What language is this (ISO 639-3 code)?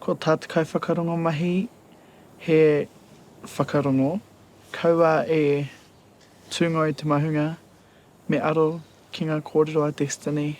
mri